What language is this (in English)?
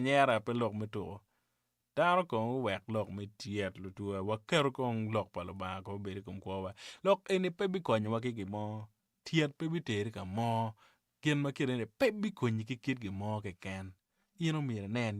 Acoli